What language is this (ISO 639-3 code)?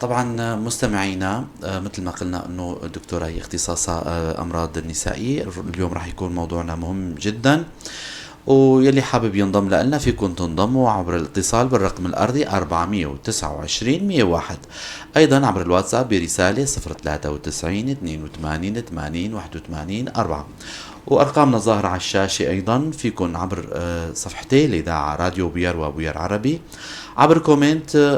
apc